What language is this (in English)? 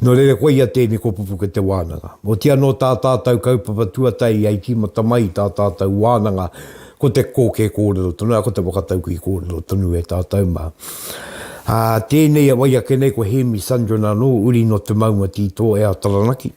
Māori